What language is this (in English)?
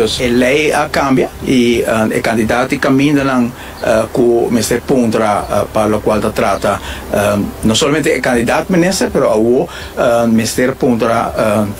Papiamento